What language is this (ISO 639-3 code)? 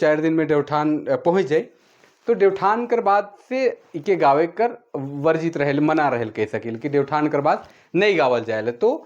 sck